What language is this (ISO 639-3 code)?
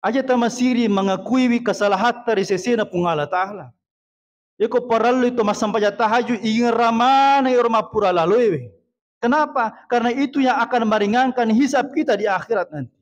bug